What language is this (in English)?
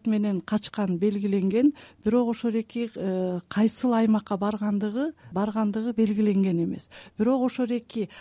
Kyrgyz